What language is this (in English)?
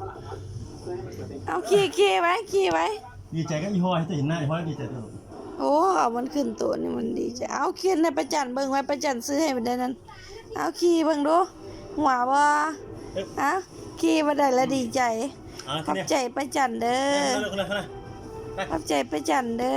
Lao